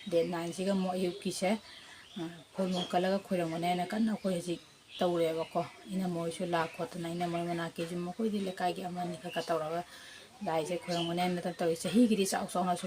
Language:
Manipuri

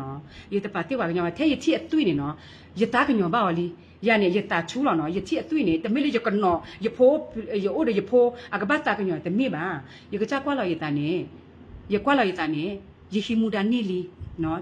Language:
S'gaw Karen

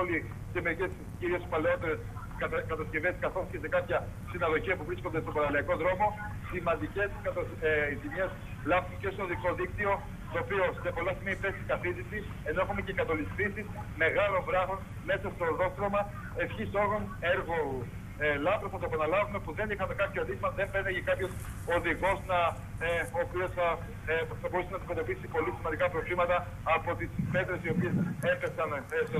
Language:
Greek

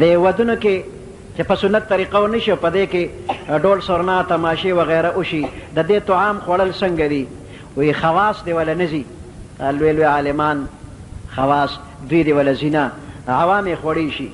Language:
Pashto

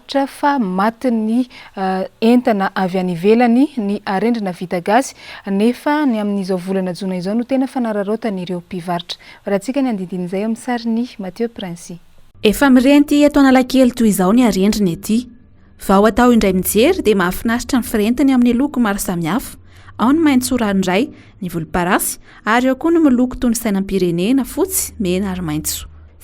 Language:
Malagasy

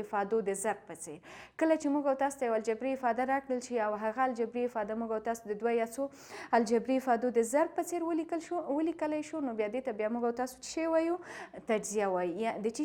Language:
Pashto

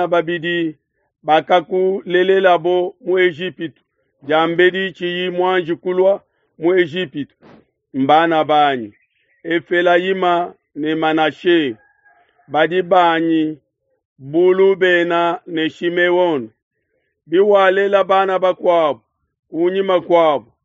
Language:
Luba-Lulua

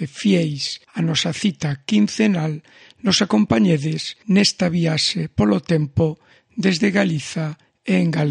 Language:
Galician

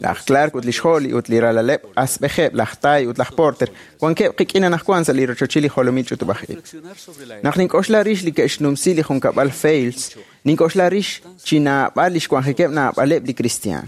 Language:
Kekchí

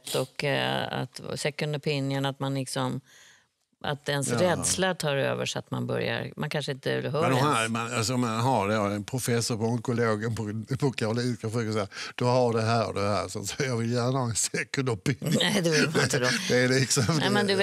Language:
Swedish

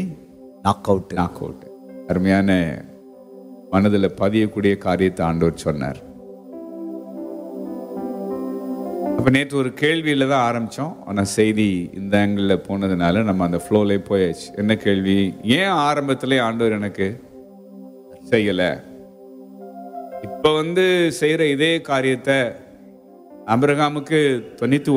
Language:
Tamil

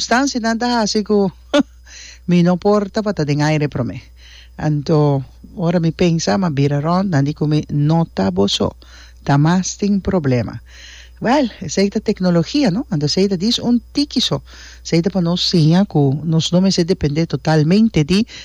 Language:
Papiamento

